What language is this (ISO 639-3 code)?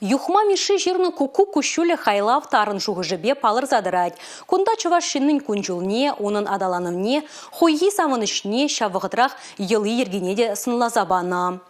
chv